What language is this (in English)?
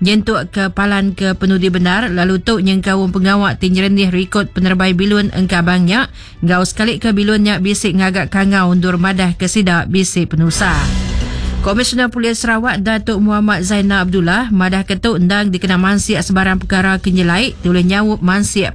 Iban